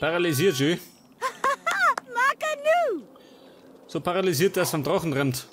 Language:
Bavarian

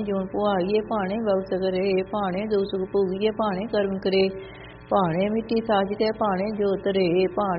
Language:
Punjabi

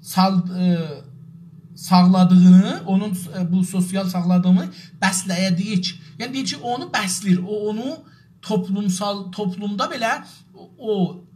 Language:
South Azerbaijani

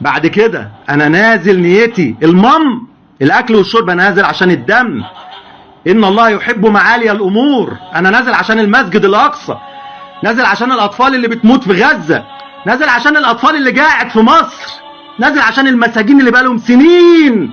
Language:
Egyptian Arabic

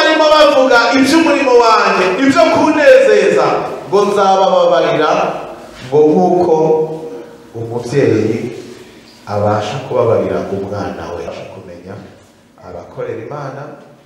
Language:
Kinyarwanda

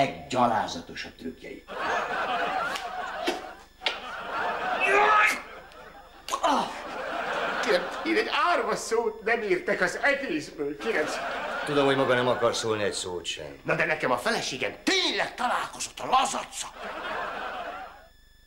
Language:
Hungarian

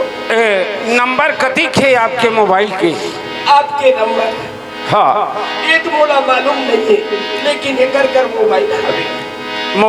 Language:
Chhattisgarhi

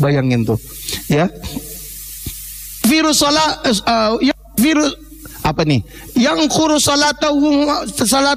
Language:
Indonesian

